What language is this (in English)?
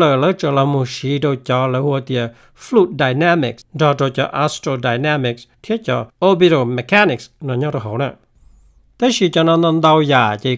Hmong